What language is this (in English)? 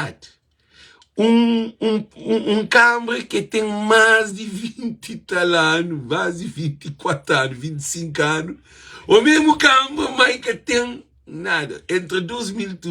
Kabuverdianu